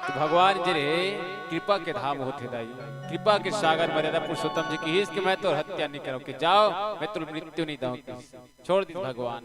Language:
Chhattisgarhi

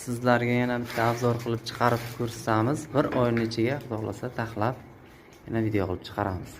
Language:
Uzbek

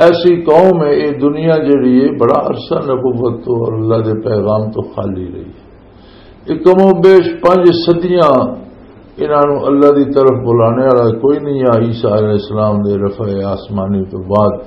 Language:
Western Panjabi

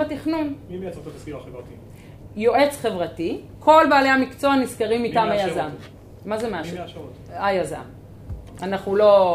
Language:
Hebrew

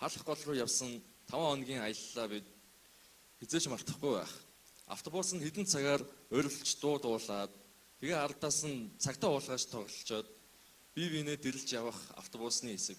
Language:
Mongolian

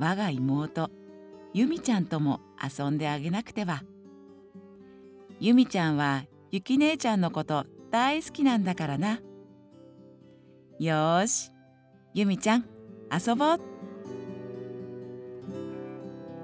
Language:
Japanese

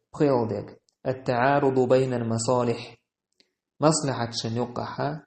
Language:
Chechen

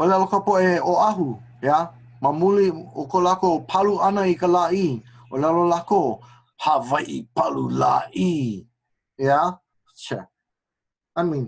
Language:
Hawaiian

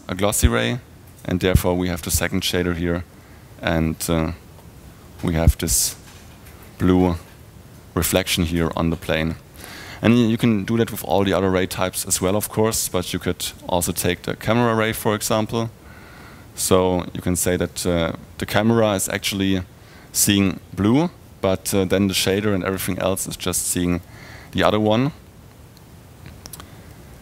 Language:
English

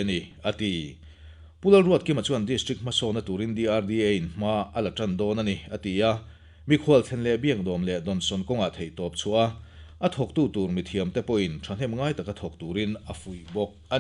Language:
Mizo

